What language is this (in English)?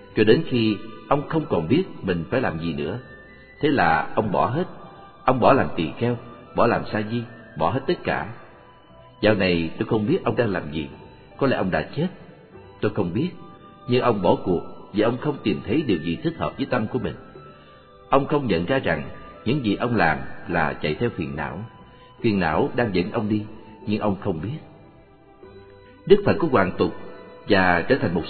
Vietnamese